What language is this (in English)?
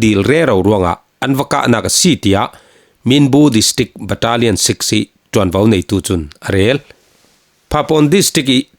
Falam Chin